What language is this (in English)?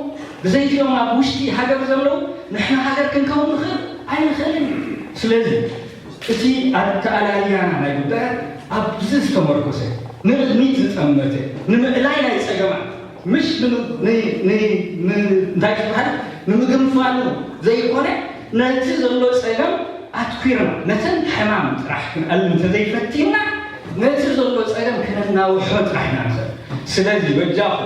Tigrinya